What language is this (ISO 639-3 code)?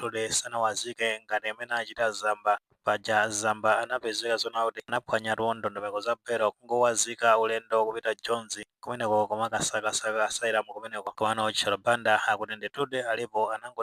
nya